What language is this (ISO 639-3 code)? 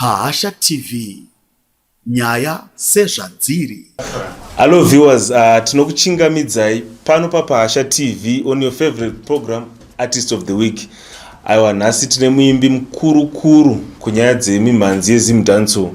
sna